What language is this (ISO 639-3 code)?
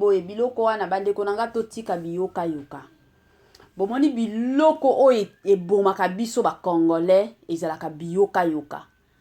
lin